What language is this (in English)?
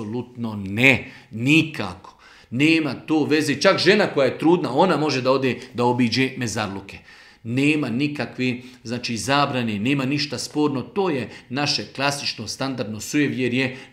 Bosnian